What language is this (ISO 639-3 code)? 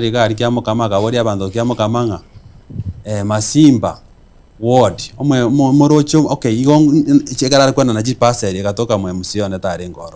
guz